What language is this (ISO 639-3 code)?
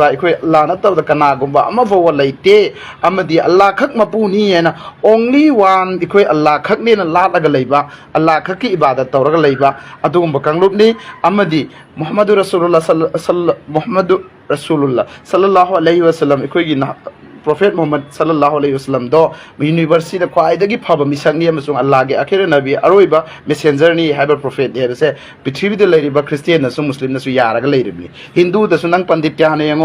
mni